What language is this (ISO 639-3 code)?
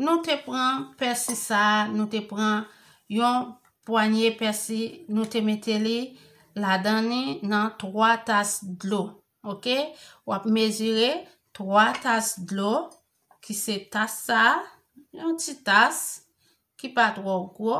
hat